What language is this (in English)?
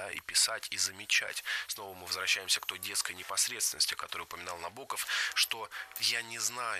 Russian